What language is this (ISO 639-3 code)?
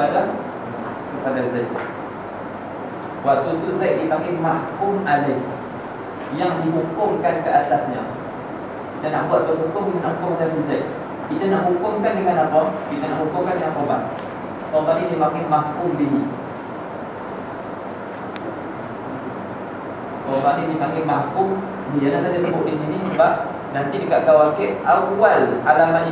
msa